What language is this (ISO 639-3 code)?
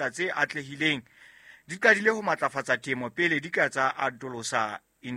sot